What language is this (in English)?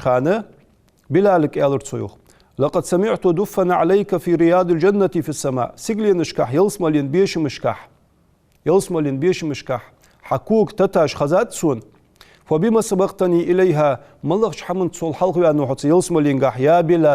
Ingush